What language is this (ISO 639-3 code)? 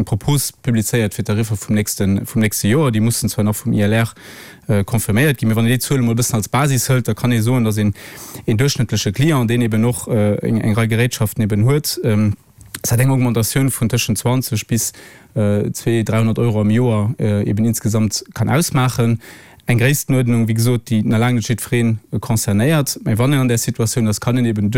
ltz